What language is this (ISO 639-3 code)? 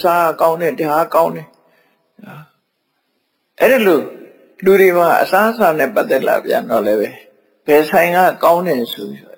mya